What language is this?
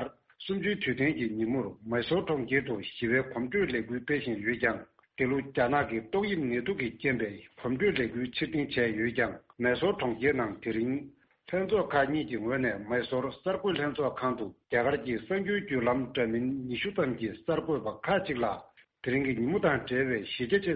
Tibetan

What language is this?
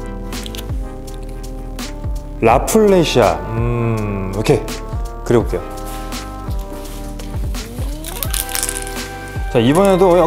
Korean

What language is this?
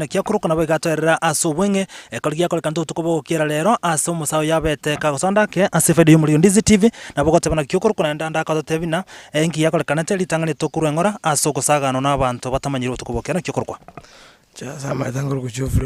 Gusii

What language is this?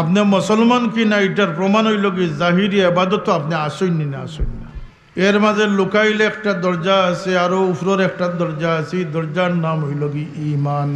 Sylheti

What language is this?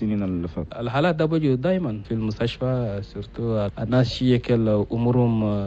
Chadian Arabic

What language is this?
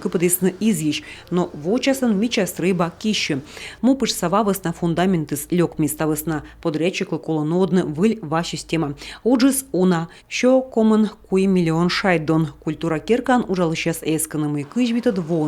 Komi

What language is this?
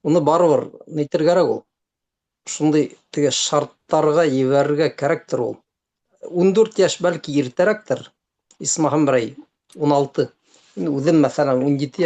Bashkir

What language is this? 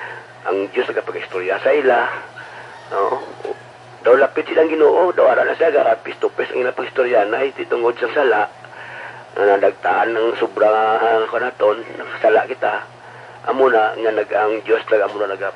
Hiligaynon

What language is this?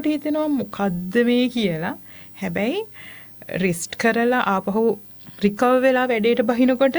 Sinhala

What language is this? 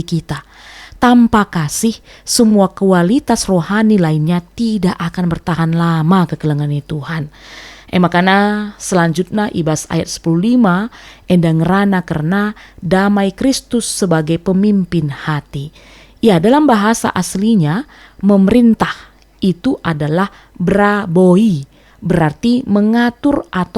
Batak Karo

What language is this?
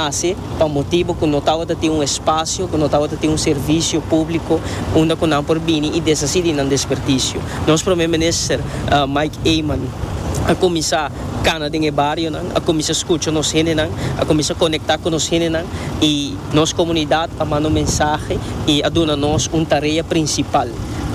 Papiamento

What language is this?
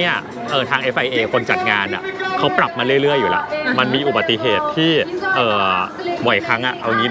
Thai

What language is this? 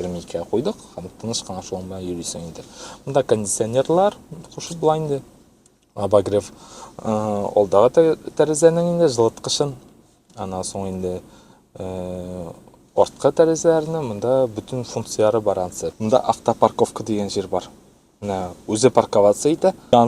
Tatar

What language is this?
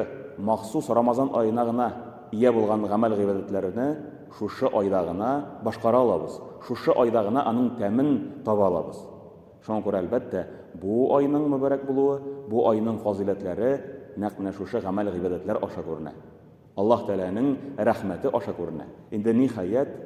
Tatar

